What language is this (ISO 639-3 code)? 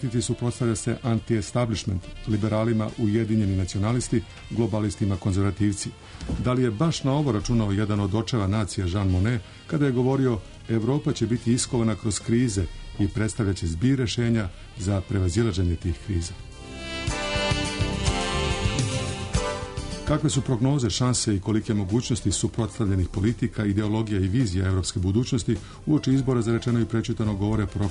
srp